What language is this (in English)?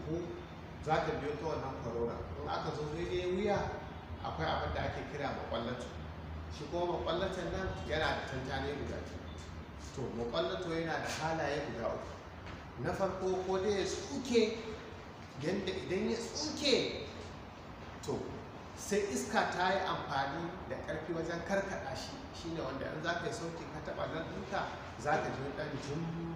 Hausa